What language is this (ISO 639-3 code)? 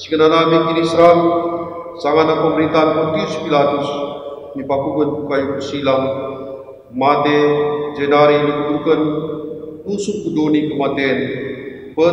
btx